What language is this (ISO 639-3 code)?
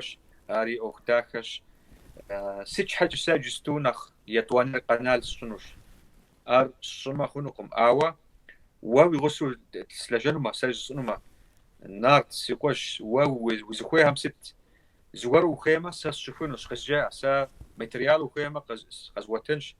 kbd